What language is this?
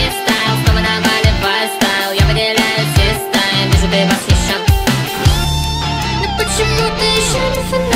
Russian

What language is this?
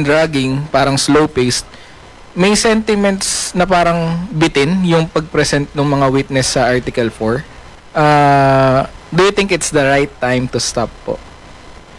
Filipino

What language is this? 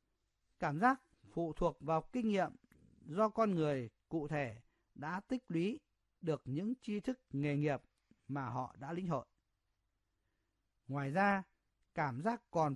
Vietnamese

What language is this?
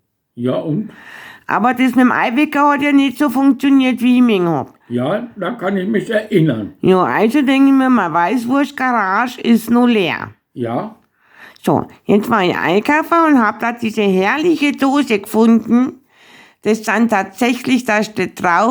Bavarian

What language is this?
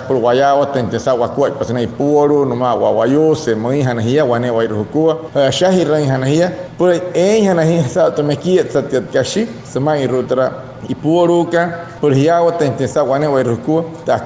Wayuu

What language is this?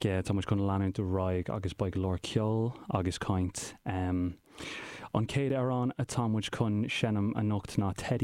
Irish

